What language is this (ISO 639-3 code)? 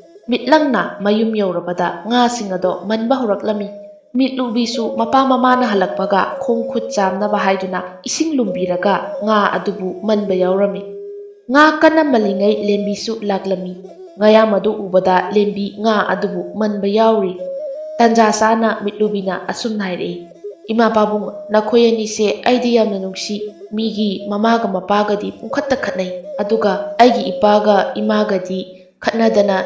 mni